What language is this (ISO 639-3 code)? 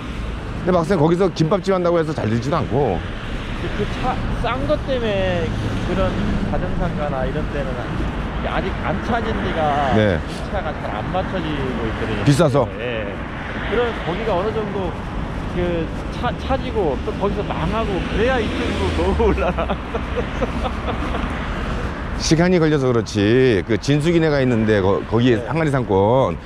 kor